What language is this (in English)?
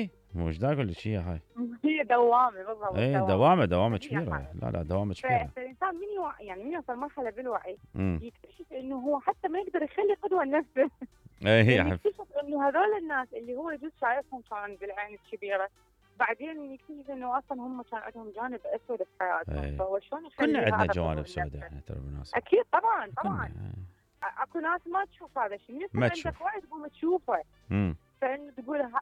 Mesopotamian Arabic